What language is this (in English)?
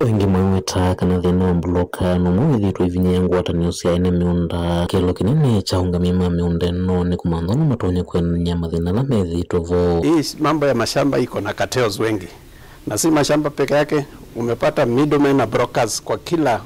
Kamba